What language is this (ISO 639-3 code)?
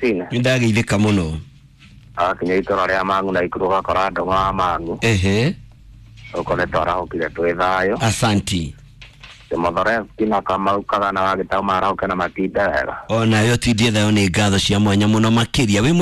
kik